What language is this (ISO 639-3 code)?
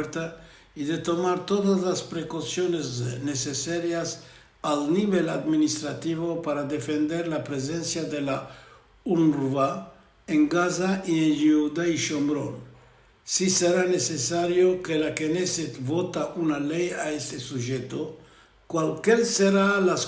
lad